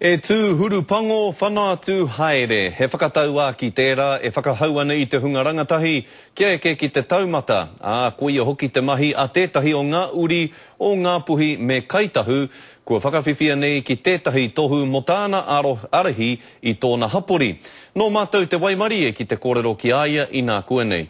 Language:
Māori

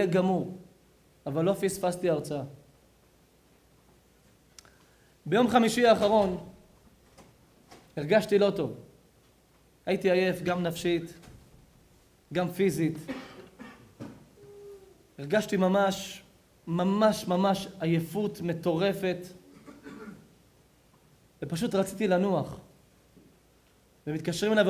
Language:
Hebrew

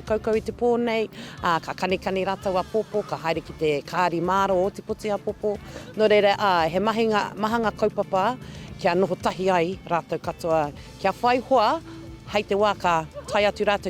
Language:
Māori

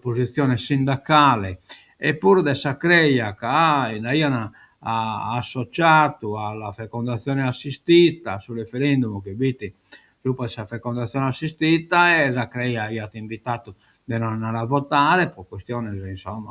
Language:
Sardinian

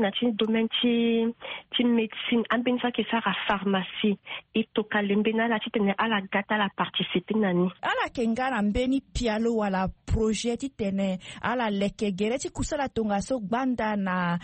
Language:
Sango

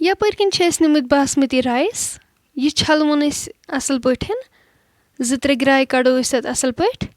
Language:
Kashmiri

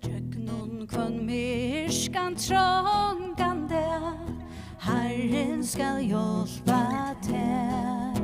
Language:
Faroese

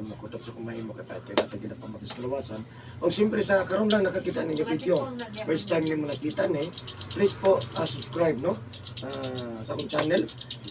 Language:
Cebuano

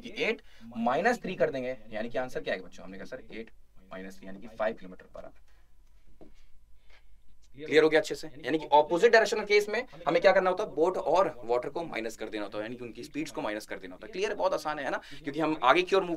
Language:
Hindi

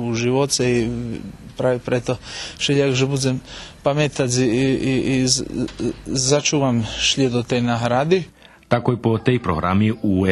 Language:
Rusyn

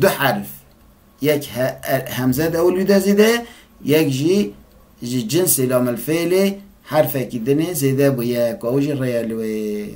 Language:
Kurdish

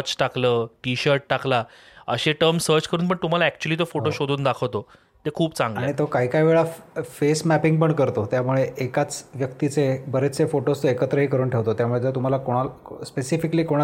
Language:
Marathi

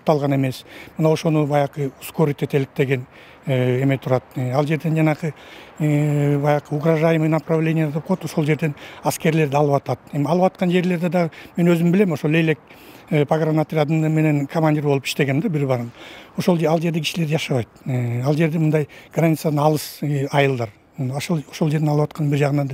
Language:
Kyrgyz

